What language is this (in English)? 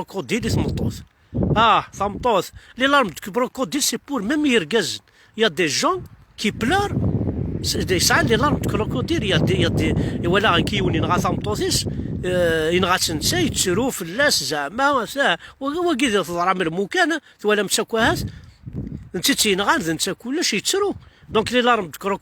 Kabyle